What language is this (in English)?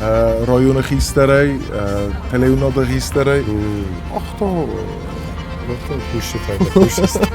Ossetic